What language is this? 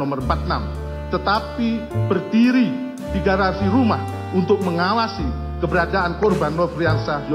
Indonesian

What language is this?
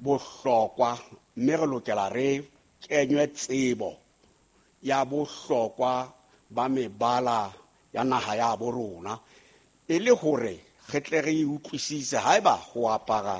Southern Sotho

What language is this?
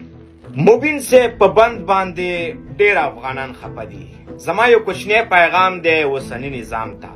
Pashto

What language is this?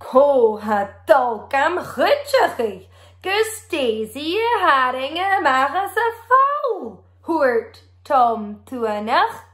Scottish Gaelic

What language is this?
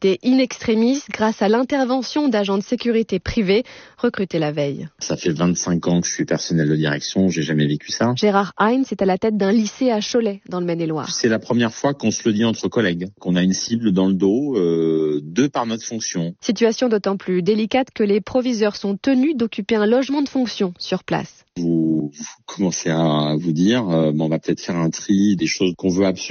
French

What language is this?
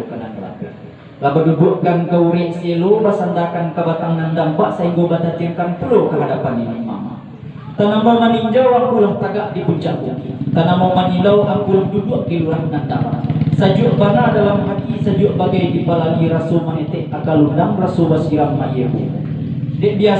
Minangkabau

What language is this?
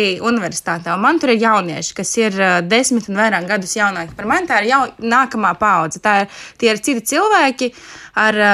Latvian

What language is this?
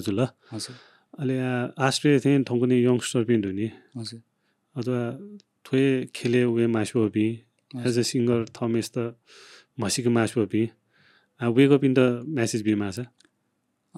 Newari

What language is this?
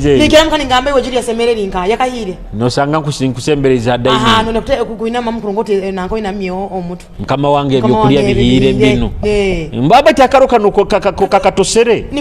Nyoro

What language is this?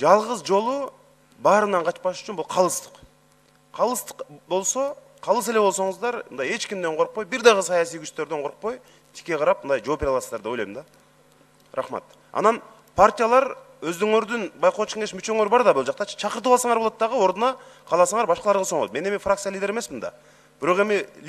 Kyrgyz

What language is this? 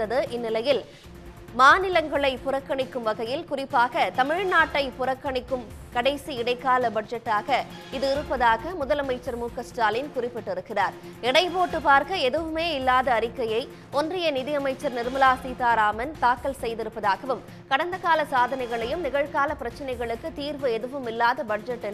Tamil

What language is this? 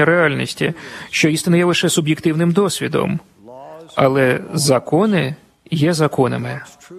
Ukrainian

